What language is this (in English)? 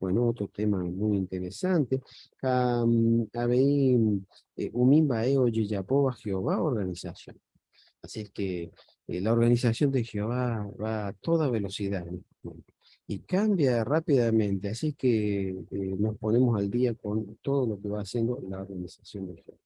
Guarani